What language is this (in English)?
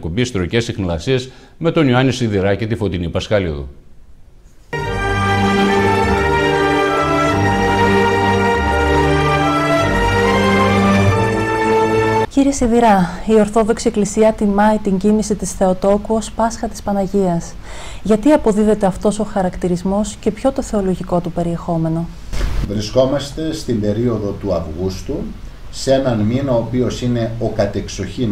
Greek